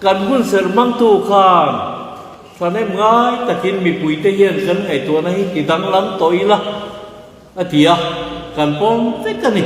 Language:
Mizo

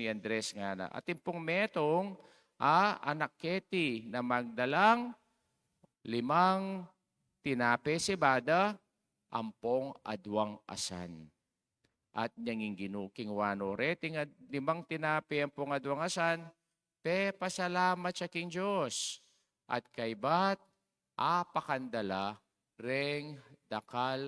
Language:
Pampanga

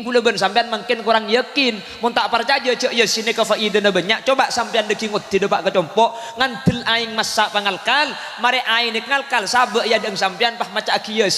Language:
Madurese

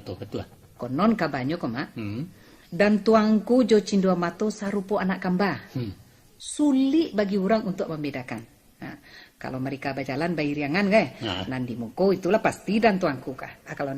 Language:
Minangkabau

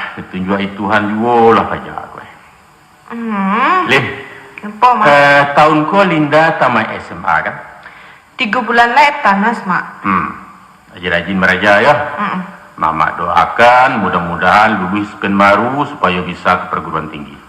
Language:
Minangkabau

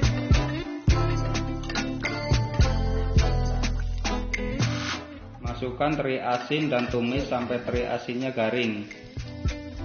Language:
Indonesian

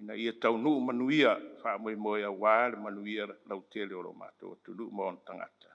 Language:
Samoan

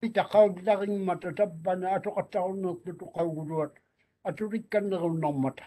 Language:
Māori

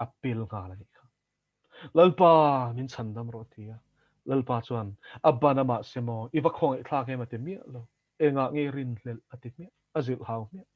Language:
Mizo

